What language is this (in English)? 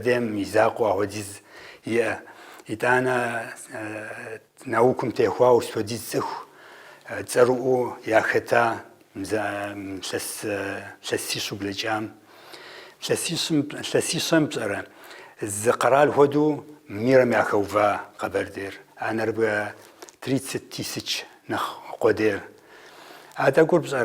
Kabardian